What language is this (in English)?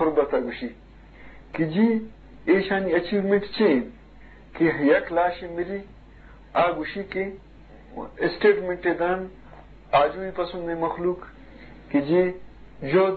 Eastern Balochi